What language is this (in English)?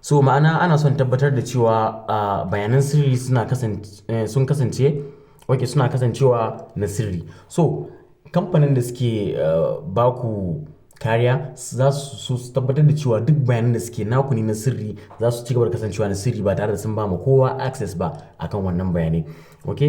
Hausa